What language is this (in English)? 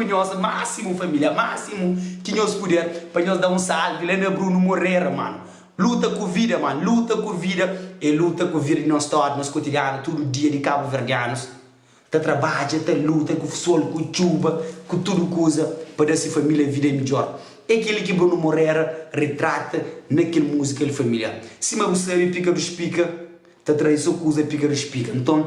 Kabuverdianu